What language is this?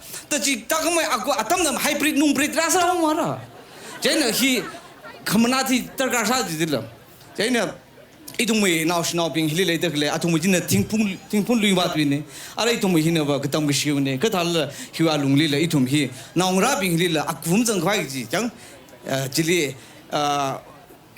Tangkhul Naga (India)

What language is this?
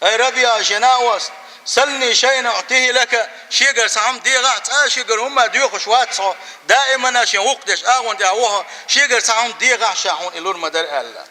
Chechen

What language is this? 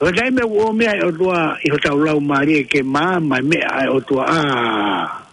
Tongan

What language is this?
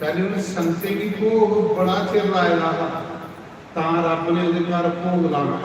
Dogri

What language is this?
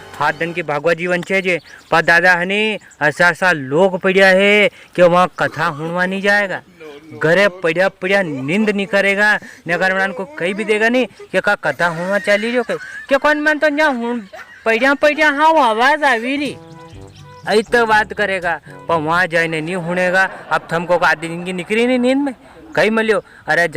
Rajasthani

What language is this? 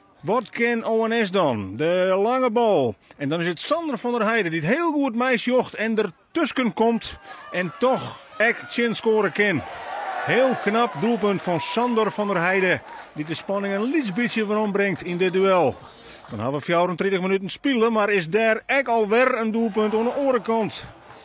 Western Frisian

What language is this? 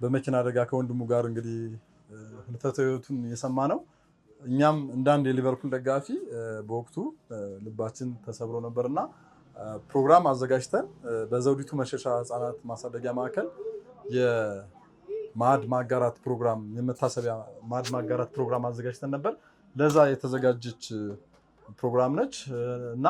Amharic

